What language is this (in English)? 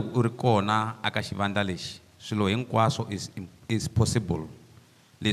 Tsonga